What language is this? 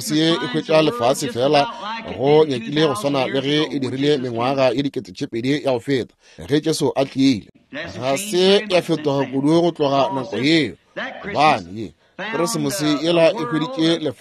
Northern Sotho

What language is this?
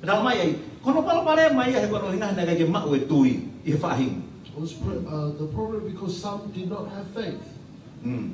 Tongan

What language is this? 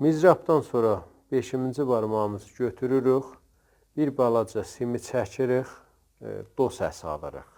South Azerbaijani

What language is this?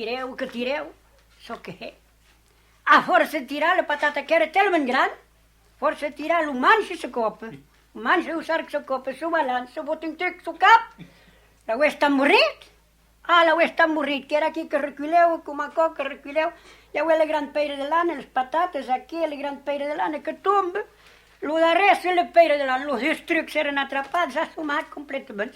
Occitan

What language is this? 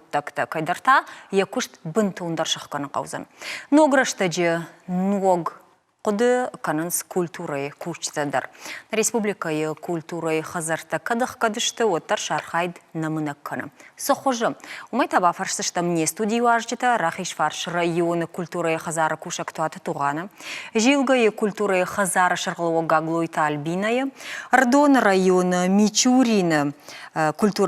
Ossetic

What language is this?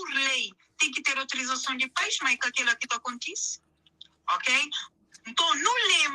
Kabuverdianu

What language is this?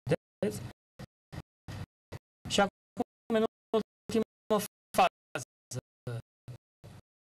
Romanian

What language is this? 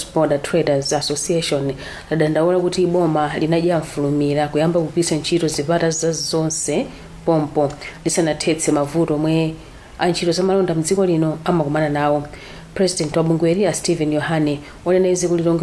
Nyanja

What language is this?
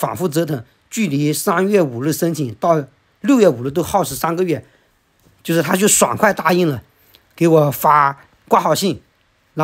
Chinese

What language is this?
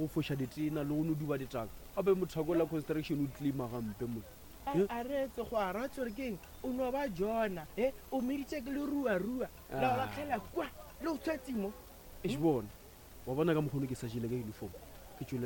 Northern Sotho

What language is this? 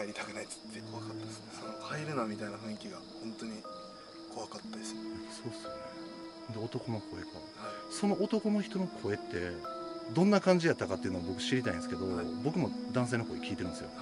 Japanese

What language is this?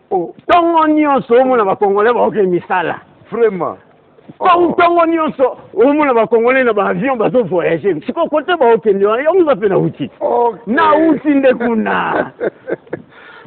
Lingala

